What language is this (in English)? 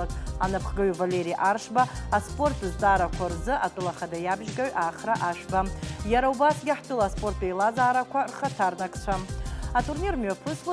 Abkhazian